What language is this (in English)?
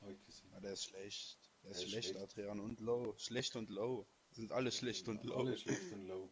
Bavarian